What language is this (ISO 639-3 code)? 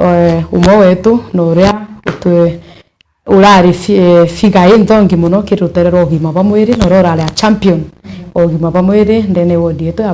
mer